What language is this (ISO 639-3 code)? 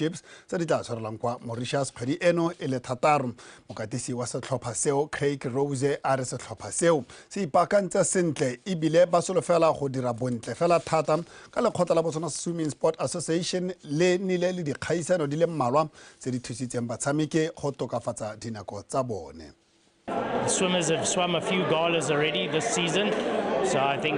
tsn